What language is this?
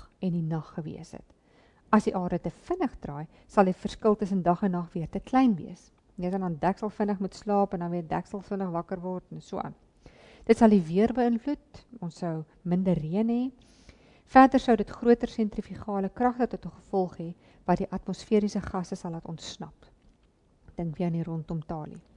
Afrikaans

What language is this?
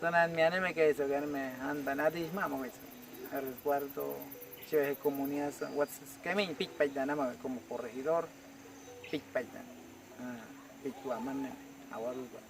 Awa-Cuaiquer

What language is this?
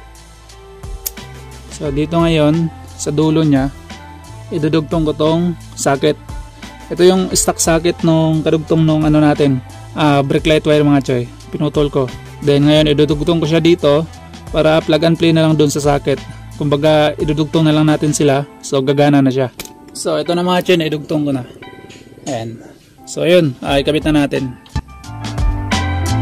Filipino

